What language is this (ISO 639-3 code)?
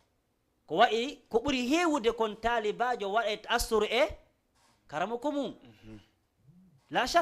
ful